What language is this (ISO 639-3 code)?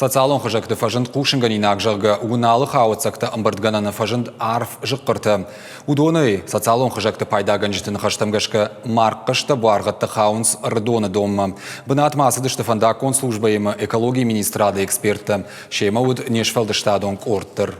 oss